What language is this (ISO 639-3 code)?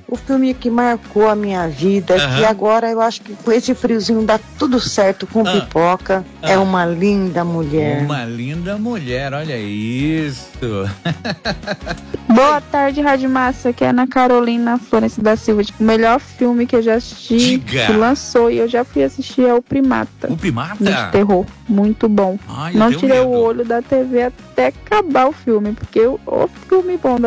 por